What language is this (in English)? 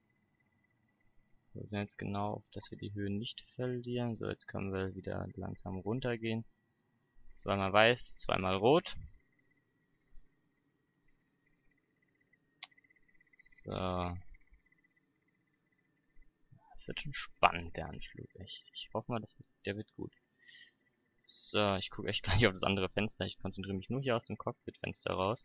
German